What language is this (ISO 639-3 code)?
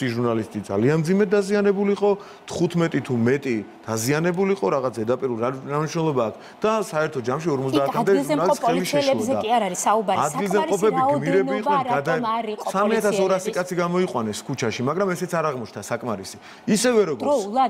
kat